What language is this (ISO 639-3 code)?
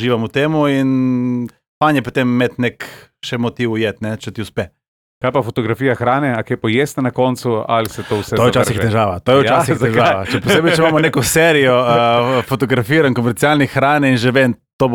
slv